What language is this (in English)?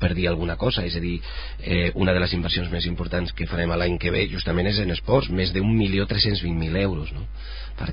Catalan